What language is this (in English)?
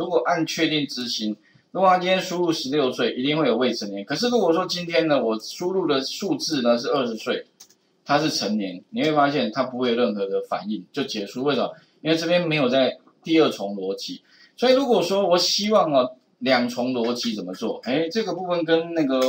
Chinese